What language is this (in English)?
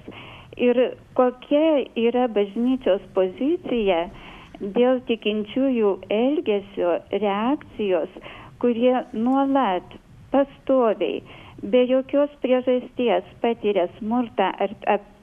Lithuanian